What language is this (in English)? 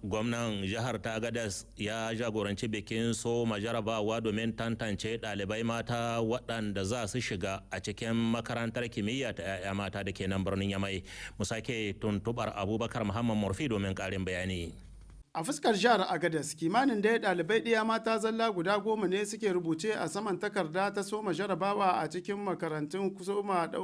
Hausa